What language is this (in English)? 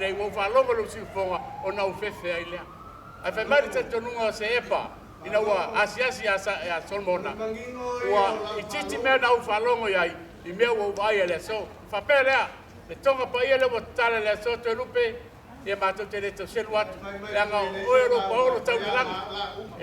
Samoan